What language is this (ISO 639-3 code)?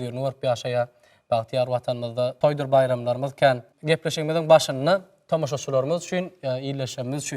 tuk